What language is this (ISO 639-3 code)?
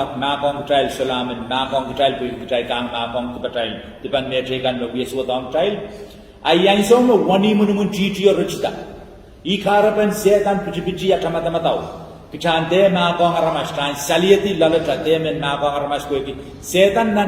pon